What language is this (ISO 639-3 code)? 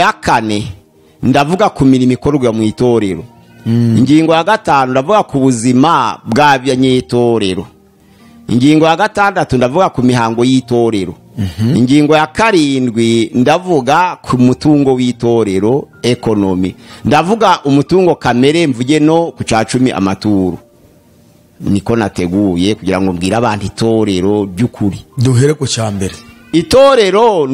kin